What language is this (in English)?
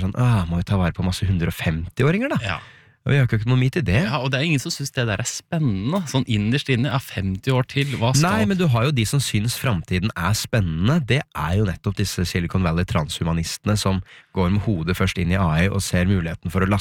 Norwegian